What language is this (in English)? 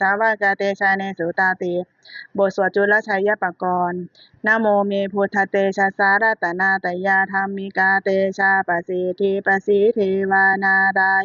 Pali